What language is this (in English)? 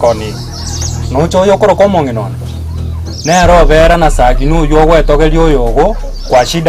Gusii